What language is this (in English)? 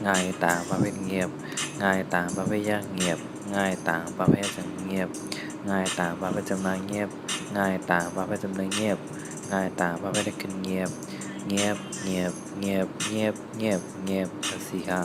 Shan